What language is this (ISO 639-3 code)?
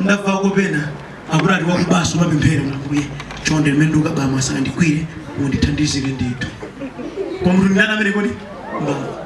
nya